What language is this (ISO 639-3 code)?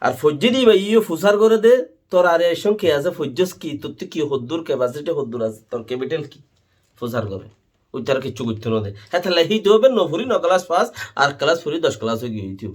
rhg